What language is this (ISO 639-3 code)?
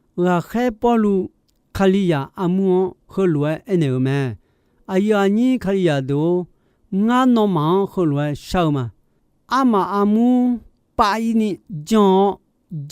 ahk